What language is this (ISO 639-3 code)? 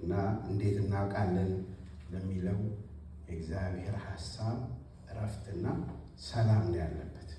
amh